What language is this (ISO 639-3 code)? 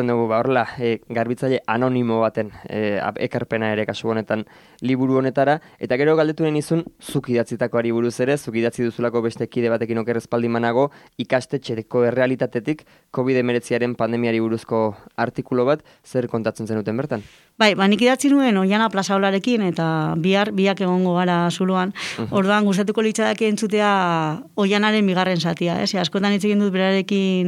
eus